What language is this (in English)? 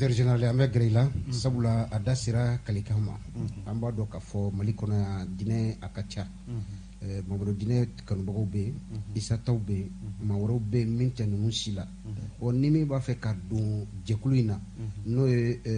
Bambara